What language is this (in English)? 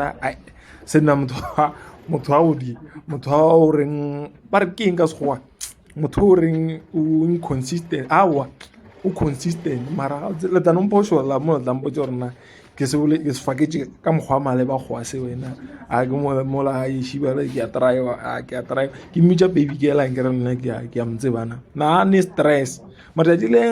Northern Sotho